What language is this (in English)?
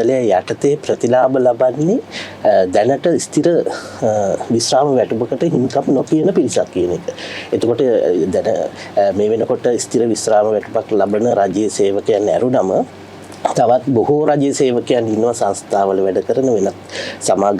Sinhala